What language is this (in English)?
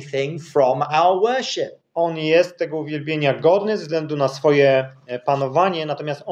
Polish